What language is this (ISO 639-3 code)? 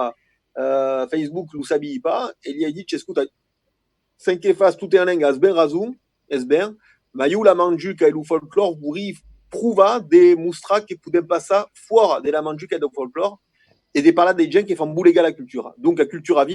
oci